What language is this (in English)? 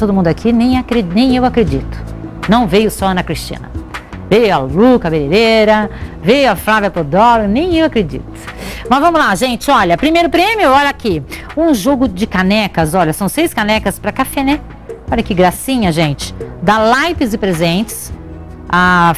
Portuguese